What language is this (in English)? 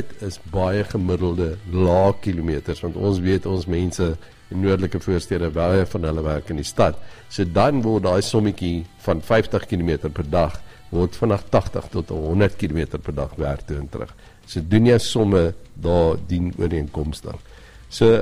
Afrikaans